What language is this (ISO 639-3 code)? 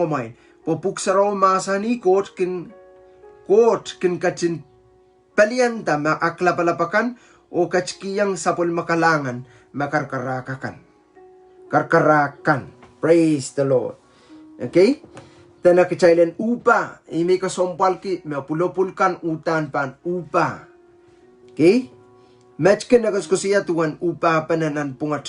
pon